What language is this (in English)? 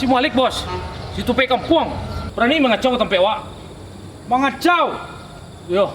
Minangkabau